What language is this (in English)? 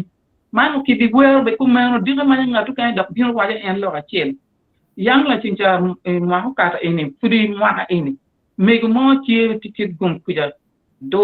Acoli